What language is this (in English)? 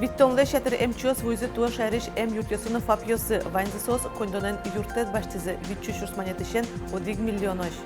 Udmurt